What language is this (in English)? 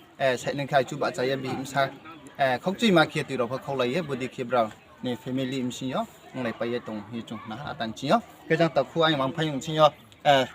Riang (India)